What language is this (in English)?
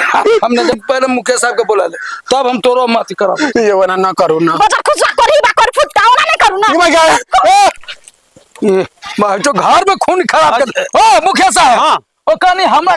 Maithili